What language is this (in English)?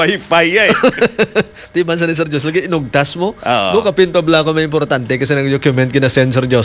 Hiligaynon